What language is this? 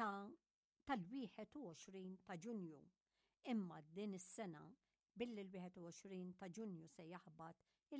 Maltese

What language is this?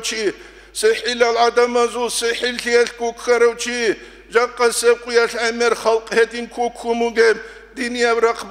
Avaric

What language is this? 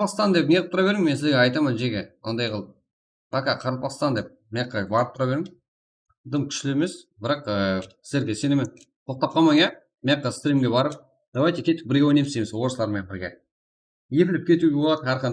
Kara-Kalpak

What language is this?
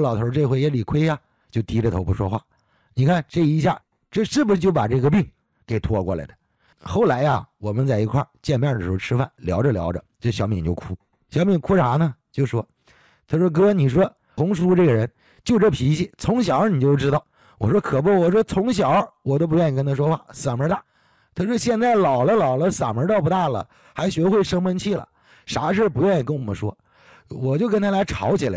Chinese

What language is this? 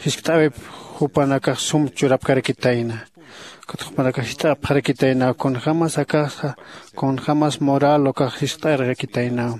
Aymara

